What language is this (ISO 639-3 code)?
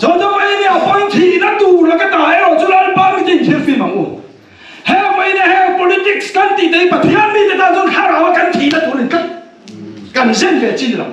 lus